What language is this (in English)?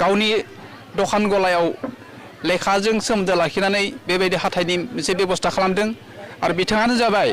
Bodo